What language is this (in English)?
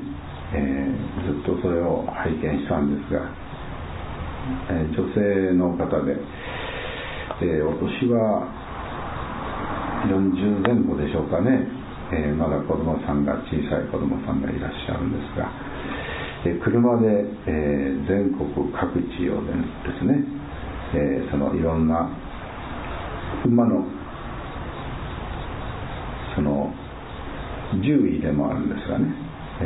Japanese